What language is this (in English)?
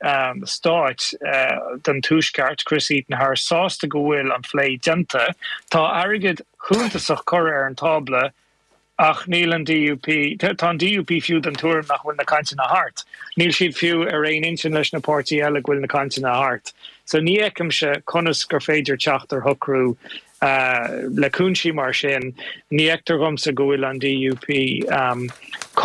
Irish